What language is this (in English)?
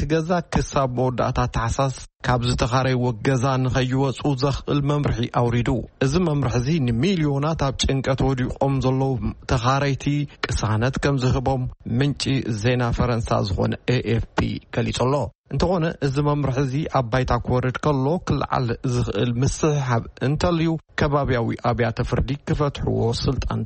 Tigrinya